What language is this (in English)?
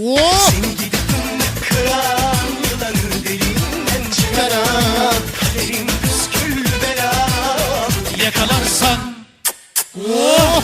Kara-Kalpak